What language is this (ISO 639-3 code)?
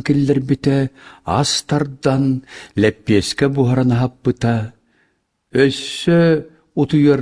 sah